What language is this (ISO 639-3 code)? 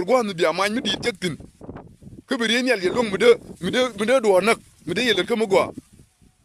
nus